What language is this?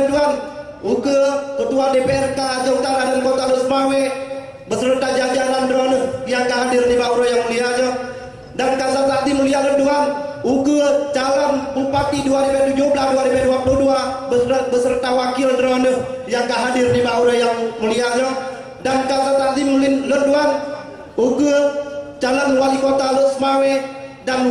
Achinese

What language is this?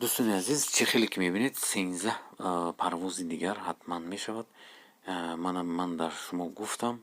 Tajik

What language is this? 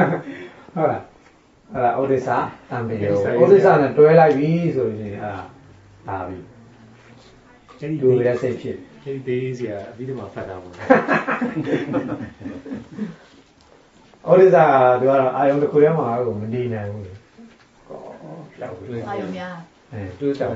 Burmese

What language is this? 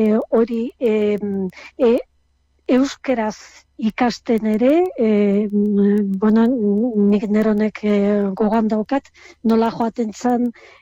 Basque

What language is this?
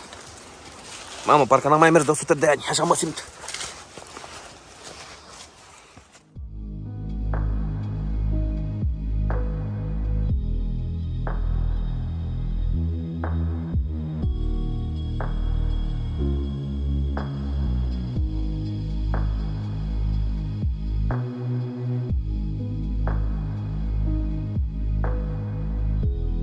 Romanian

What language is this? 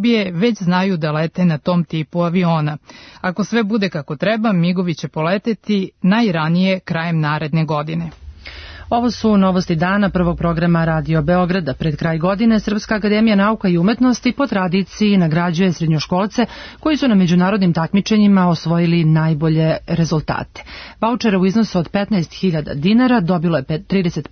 Serbian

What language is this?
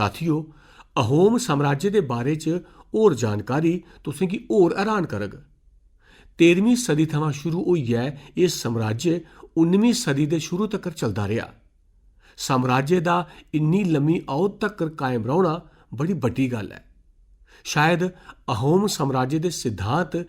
Dogri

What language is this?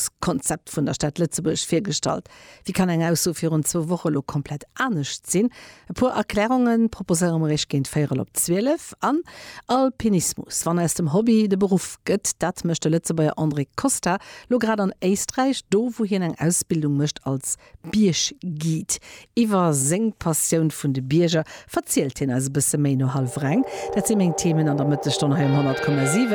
Luxembourgish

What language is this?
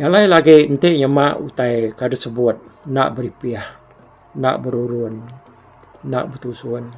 Iban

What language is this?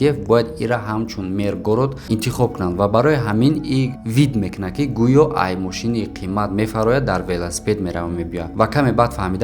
Tajik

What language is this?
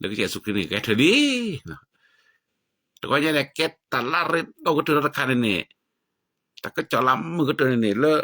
S'gaw Karen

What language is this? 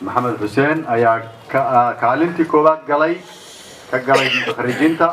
Somali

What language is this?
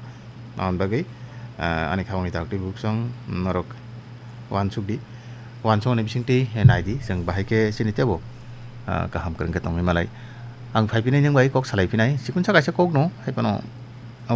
Kok Borok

